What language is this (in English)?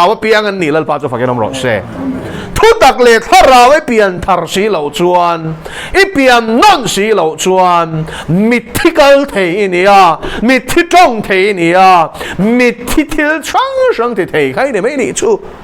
Mizo